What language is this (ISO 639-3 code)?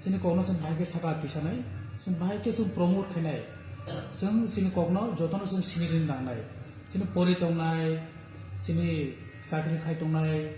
trp